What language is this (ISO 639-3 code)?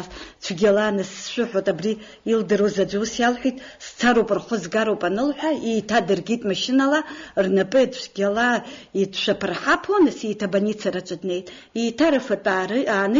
abk